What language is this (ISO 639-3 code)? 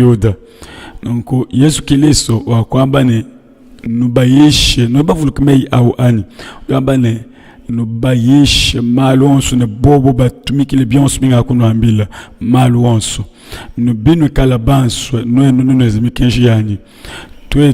lua